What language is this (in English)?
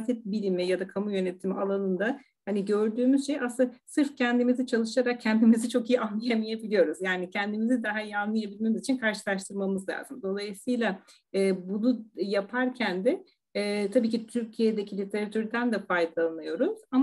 Turkish